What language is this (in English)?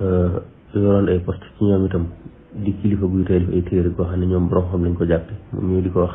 Wolof